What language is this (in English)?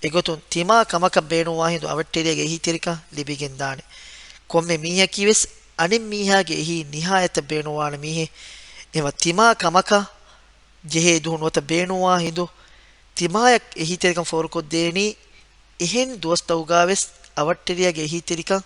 Divehi